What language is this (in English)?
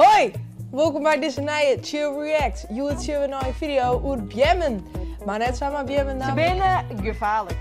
Western Frisian